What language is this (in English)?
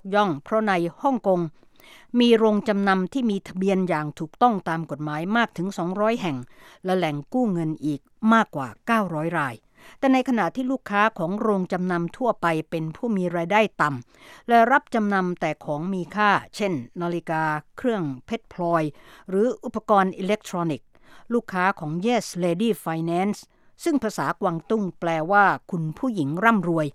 Thai